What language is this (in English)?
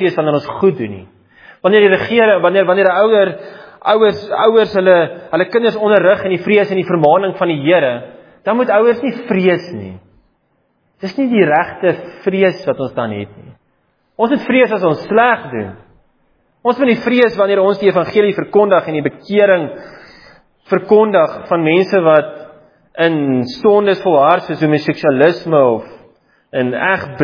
Afrikaans